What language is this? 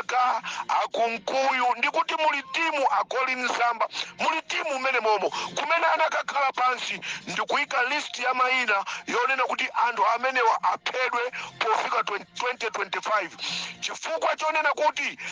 Nyanja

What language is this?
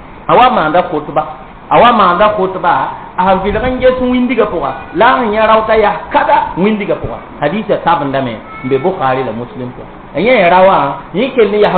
Mossi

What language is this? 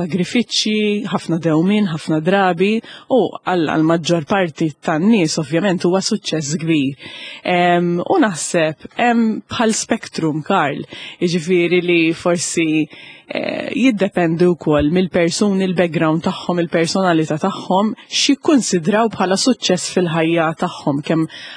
Maltese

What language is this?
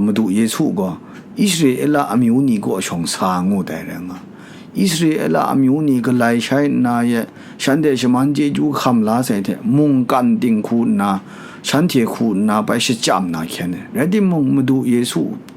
Kachin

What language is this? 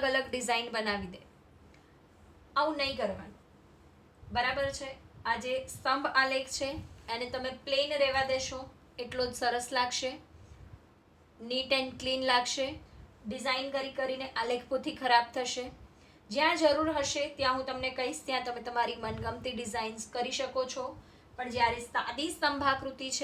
Gujarati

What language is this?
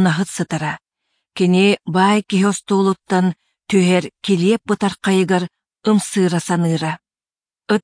Yakut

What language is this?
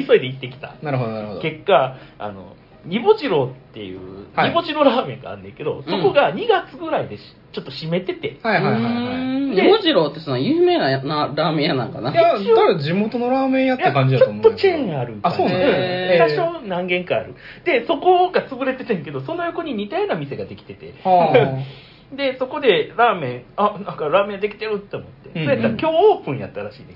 Japanese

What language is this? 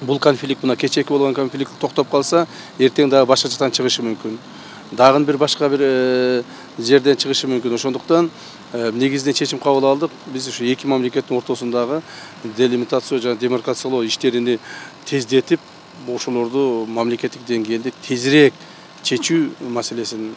Kyrgyz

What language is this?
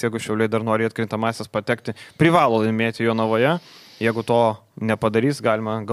Lithuanian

